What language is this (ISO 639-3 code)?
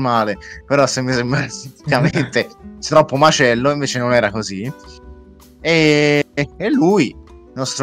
ita